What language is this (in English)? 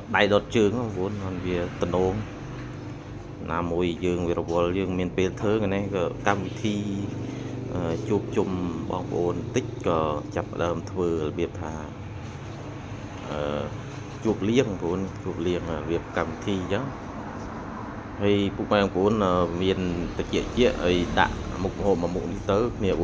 Khmer